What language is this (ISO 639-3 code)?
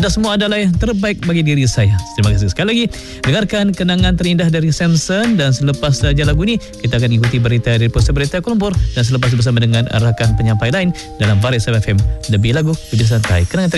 msa